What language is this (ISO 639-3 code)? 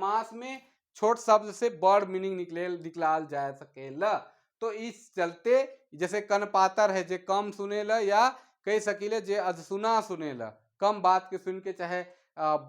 sck